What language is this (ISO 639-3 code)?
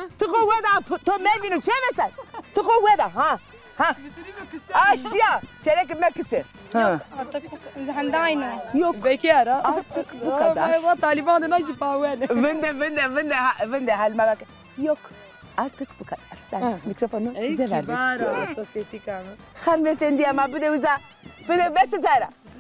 zza